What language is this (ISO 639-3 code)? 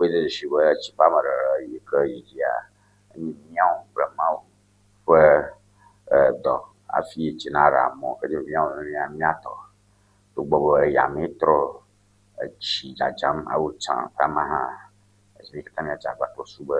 ewe